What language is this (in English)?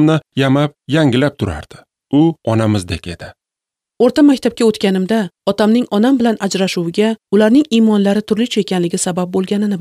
Uzbek